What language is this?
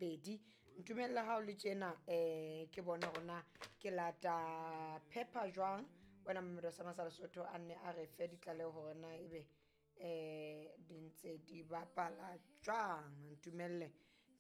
Southern Sotho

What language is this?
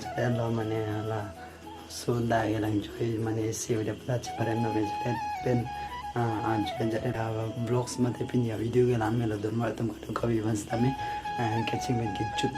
Karbi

